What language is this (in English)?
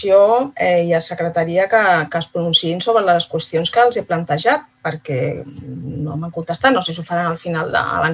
Catalan